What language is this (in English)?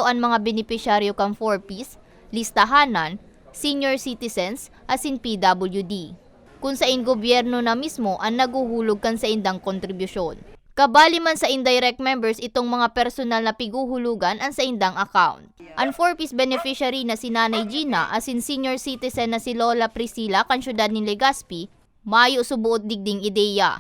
Bikol